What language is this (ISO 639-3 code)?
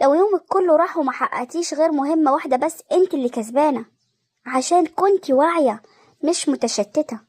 arz